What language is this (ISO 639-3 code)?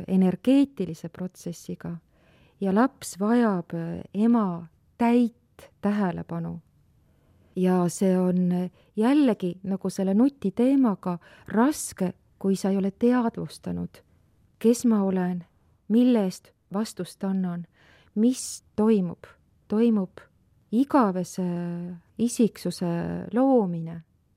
est